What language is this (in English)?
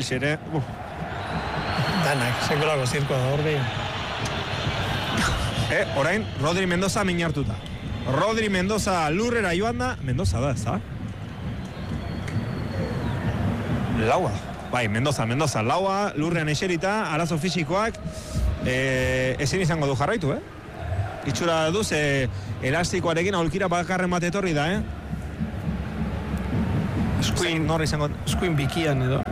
Basque